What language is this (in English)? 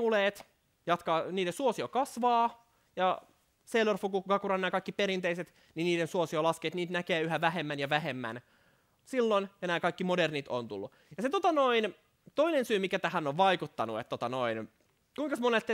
Finnish